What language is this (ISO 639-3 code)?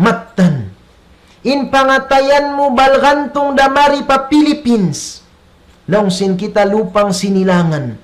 tsg